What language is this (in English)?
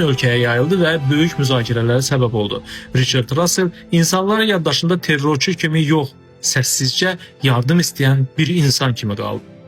Azerbaijani